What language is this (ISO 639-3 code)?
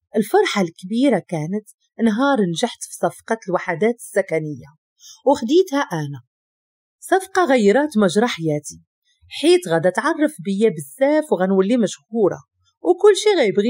ary